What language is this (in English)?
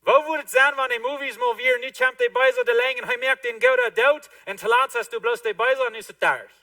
Plautdietsch